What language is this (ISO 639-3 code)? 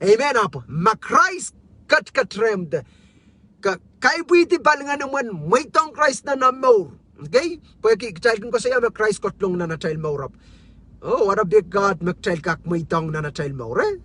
pon